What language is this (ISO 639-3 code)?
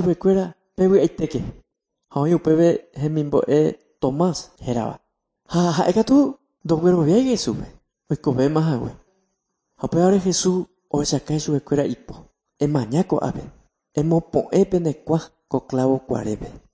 grn